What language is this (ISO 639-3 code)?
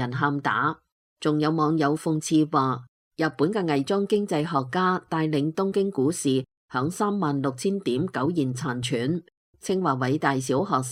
yue